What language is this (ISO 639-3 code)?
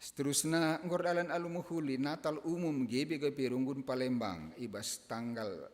btx